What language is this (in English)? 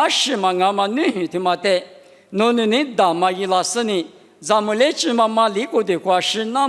Lisu